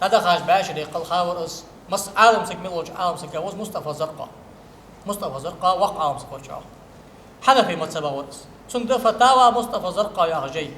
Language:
Ingush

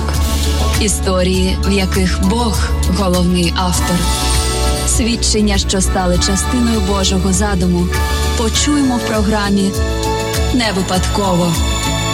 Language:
Ukrainian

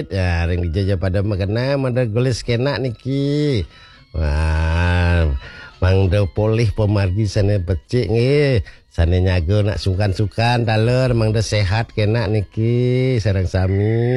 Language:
Balinese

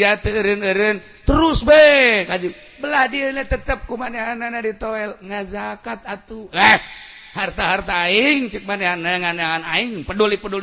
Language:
Sundanese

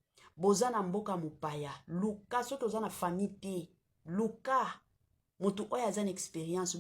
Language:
Lingala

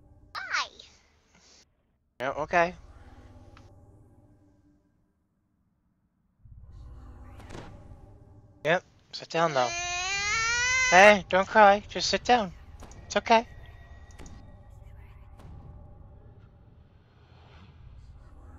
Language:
English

